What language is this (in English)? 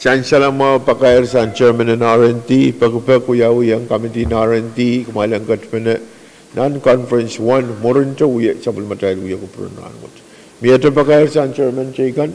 Pohnpeian